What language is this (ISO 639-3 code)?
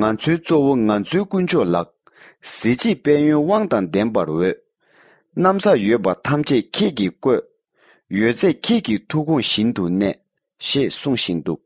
bod